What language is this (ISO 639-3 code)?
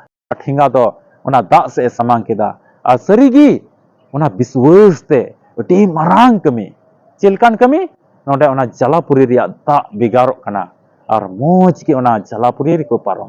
sat